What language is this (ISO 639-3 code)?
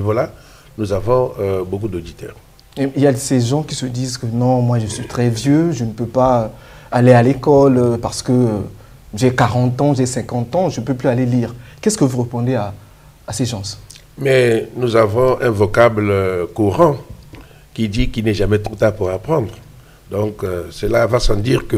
fra